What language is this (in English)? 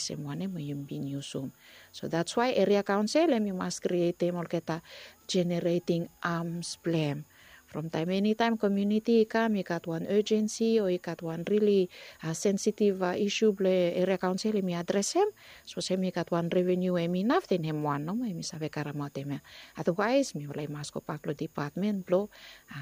Bislama